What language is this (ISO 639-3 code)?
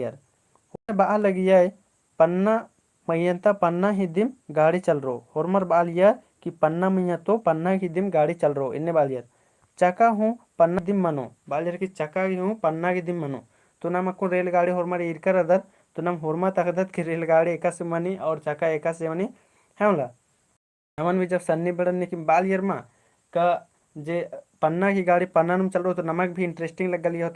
kru